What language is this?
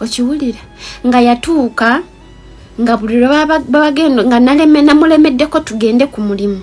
Ganda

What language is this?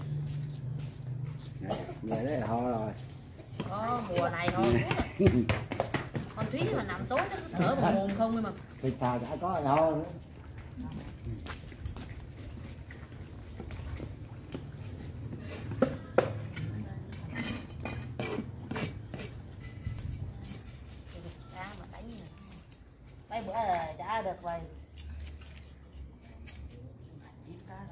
Vietnamese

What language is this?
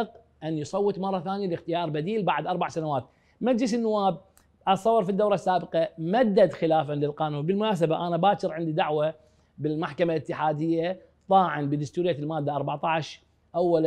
Mesopotamian Arabic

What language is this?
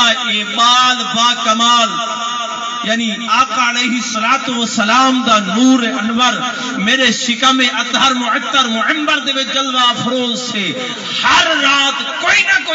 Saraiki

